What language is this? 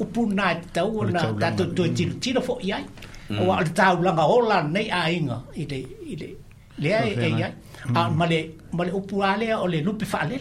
Samoan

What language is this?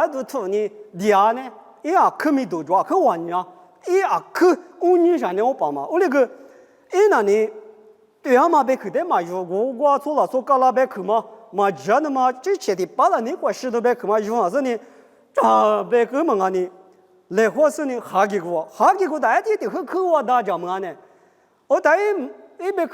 Lisu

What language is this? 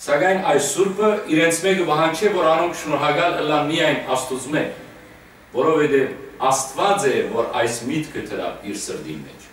Western Armenian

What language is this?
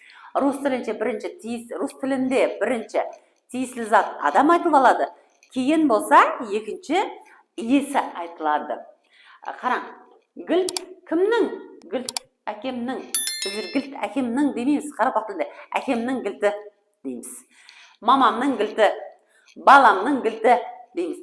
Kara-Kalpak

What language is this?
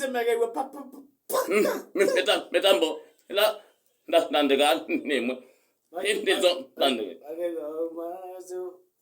Kamba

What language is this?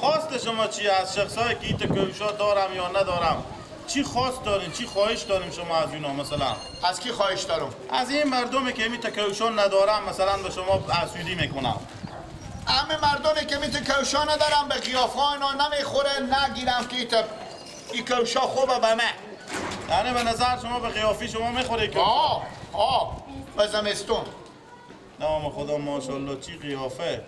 Persian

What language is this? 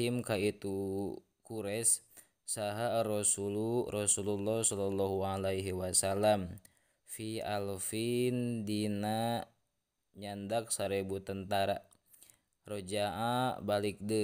Sundanese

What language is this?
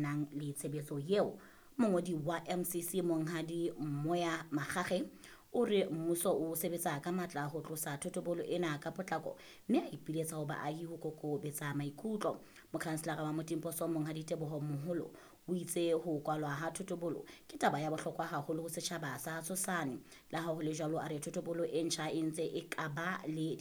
Southern Sotho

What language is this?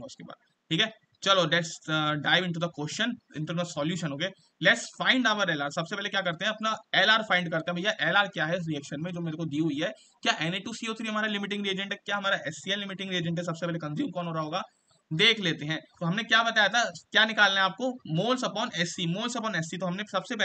Hindi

